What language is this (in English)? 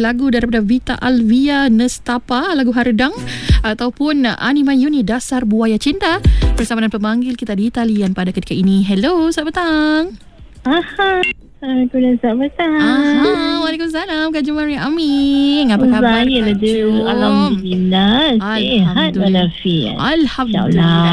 Malay